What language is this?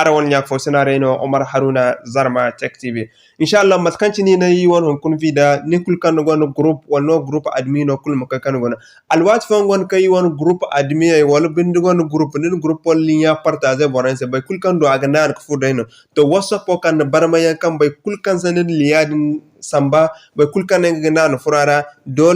Zarma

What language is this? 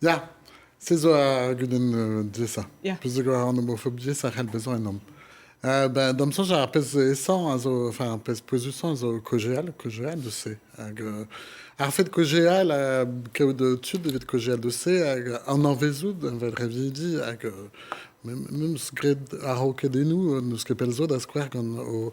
Breton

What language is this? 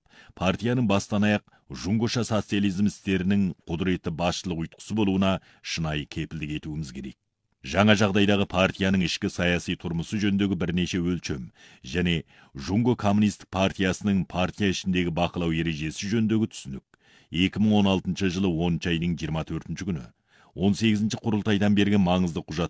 Kazakh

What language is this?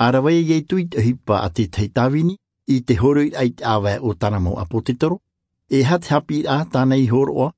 Tahitian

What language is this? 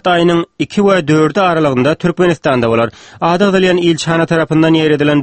Turkmen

